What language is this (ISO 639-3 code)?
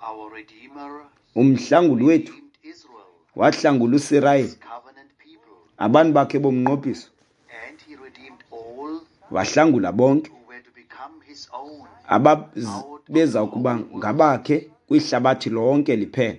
xho